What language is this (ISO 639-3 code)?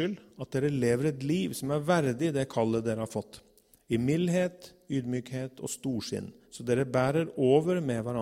nor